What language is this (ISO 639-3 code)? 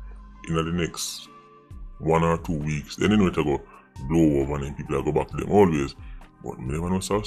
jam